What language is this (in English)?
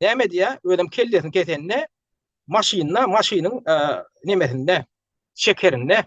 Turkmen